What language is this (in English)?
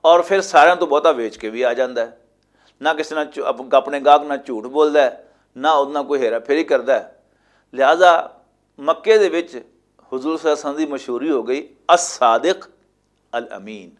Western Panjabi